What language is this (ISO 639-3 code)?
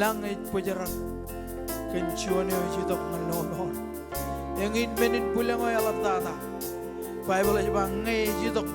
mah